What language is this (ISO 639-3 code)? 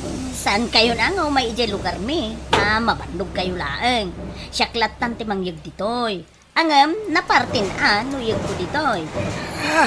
ilo